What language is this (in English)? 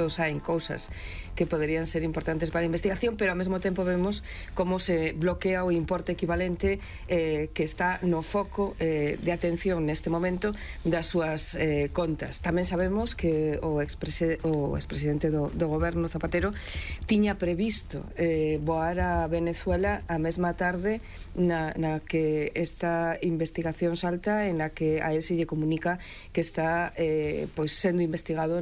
Galician